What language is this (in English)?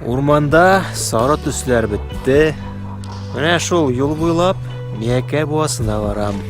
Tatar